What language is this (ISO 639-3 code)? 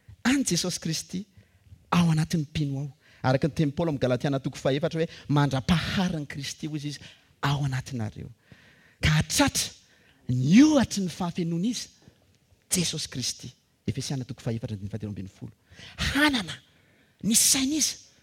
mlg